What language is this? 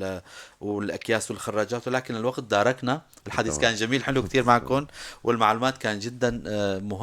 North Levantine Arabic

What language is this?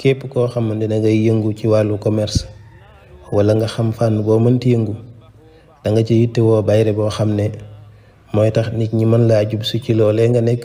Wolof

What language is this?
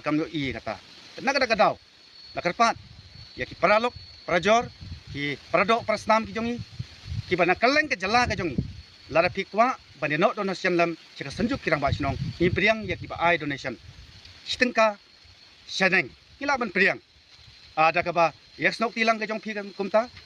Khasi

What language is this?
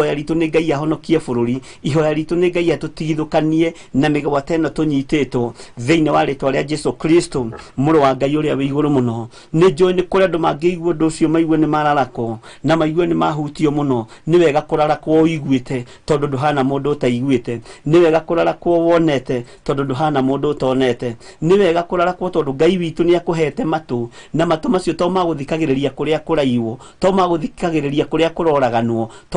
Kikuyu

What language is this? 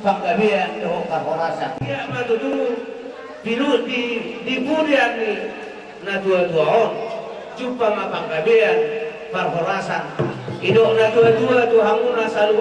Batak Toba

